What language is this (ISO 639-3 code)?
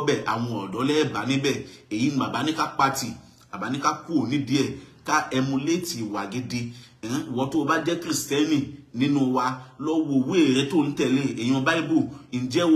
yor